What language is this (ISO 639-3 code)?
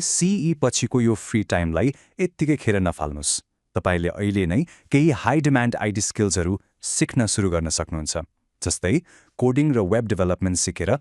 nep